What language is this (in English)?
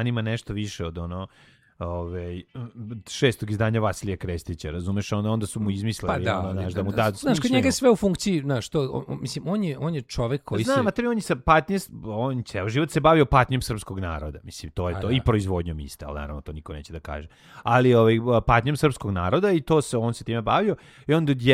Serbian